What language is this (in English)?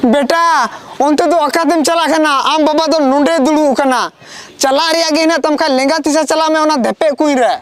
Santali